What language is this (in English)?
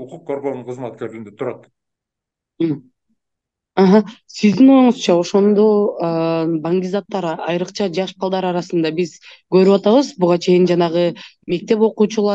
Kyrgyz